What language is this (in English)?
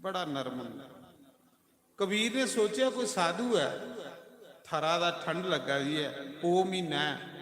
Dogri